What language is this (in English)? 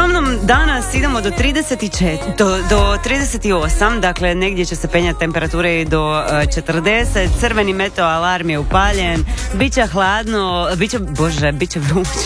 Croatian